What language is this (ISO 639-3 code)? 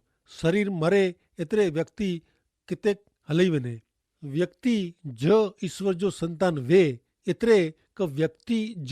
kfr